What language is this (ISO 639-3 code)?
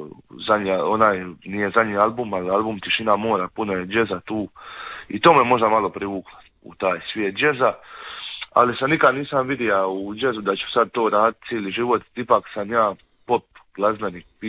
hrv